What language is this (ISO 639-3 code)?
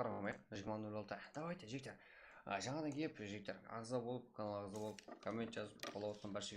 kaa